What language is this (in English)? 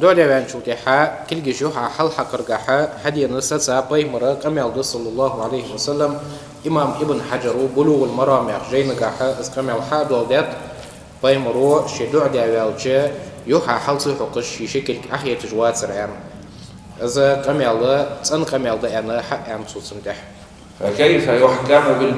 Ingush